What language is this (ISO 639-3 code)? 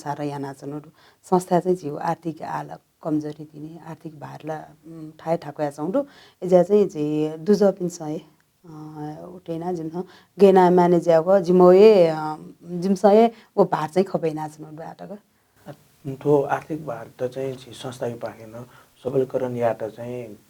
new